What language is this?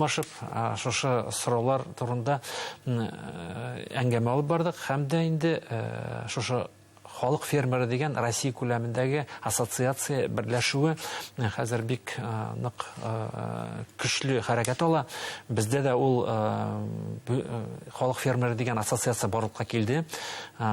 Bashkir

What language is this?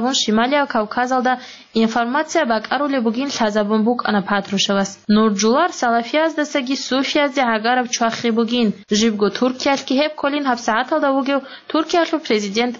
Avaric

